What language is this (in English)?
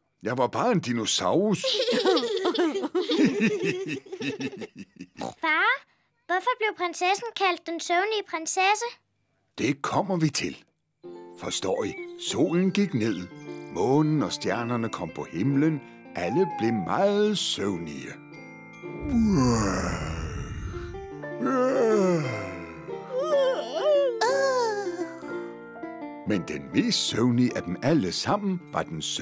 Danish